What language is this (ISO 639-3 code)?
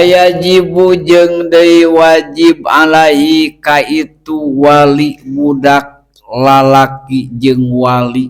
sun